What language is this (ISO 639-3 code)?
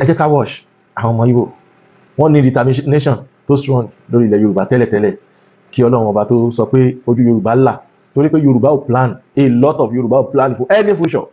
yor